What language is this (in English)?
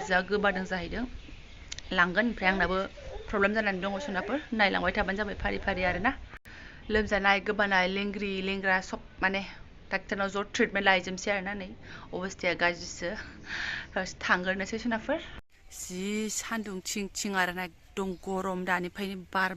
Bodo